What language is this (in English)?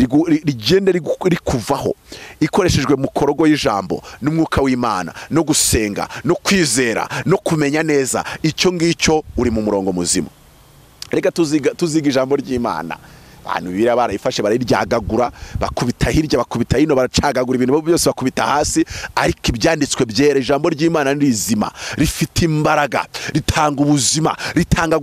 Kinyarwanda